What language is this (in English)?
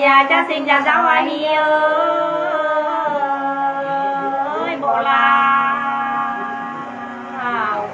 Nung (Viet Nam)